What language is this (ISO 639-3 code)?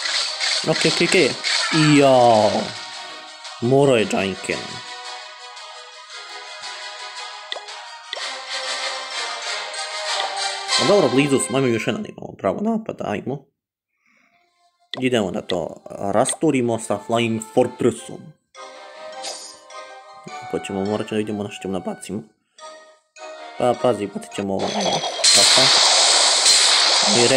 hrv